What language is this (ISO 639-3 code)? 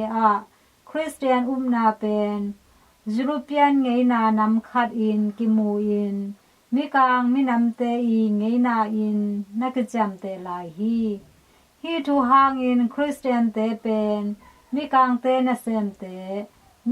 ctd